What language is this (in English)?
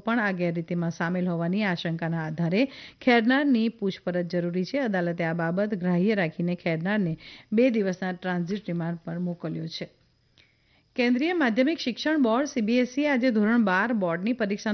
Gujarati